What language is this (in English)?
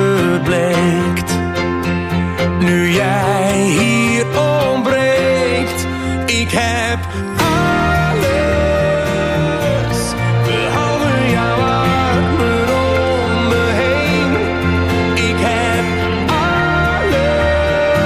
Dutch